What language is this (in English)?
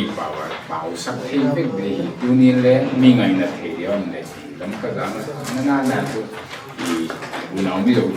Paite Chin